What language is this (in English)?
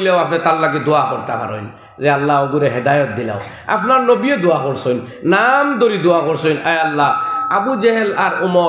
Sylheti